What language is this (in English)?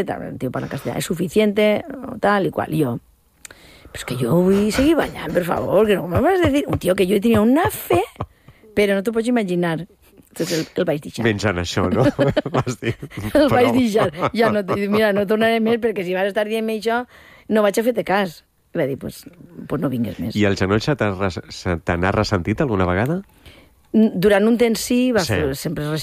Catalan